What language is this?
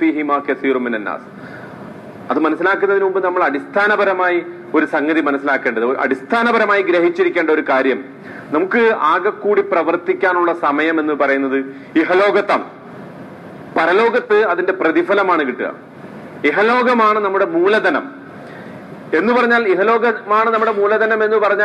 Malayalam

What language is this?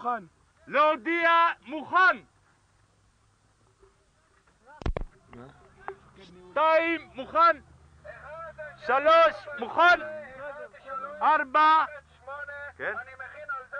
Hebrew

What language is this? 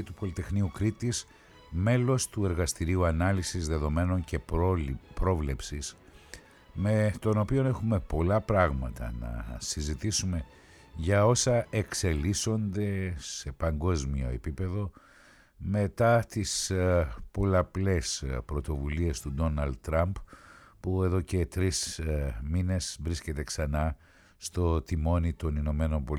Greek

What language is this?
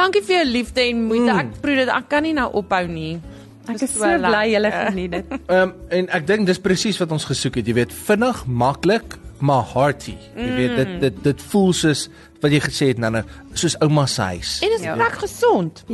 Afrikaans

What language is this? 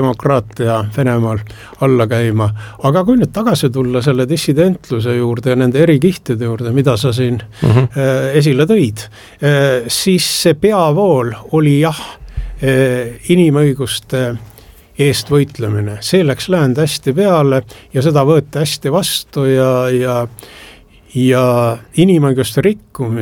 Estonian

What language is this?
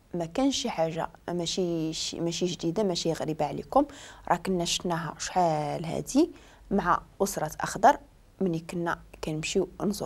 Moroccan Arabic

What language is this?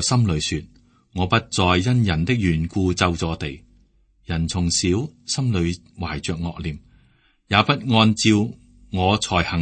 Cantonese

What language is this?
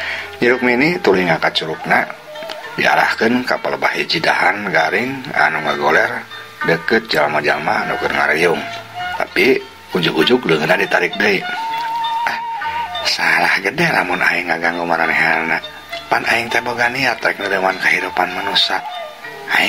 Sundanese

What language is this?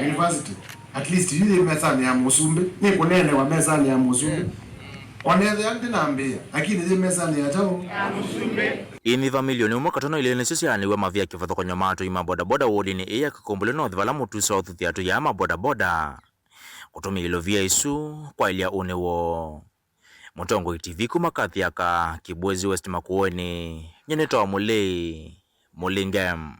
Kamba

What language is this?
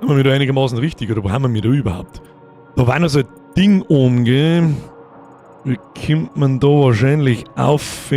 Bavarian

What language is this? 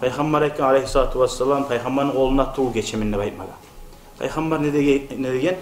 Kumyk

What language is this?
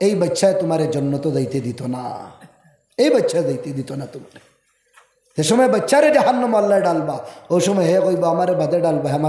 Sylheti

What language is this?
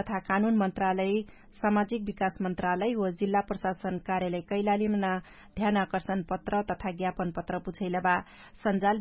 Dangaura Tharu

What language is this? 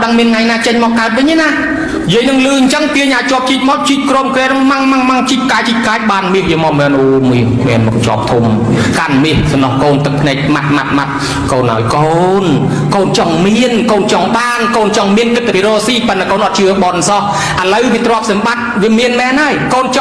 Khmer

